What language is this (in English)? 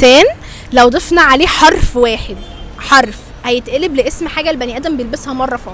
Egyptian Arabic